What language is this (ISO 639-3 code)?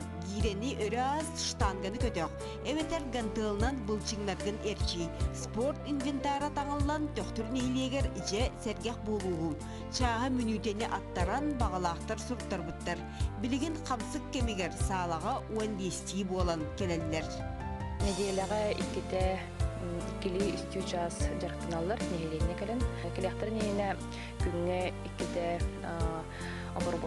sah